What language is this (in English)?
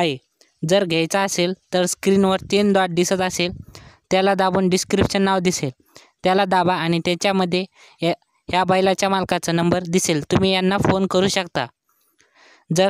Marathi